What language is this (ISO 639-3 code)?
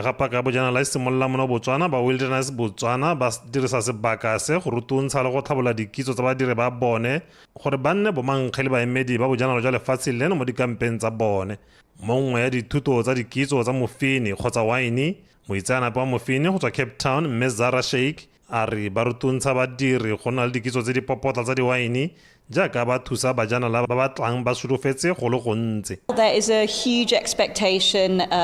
tsn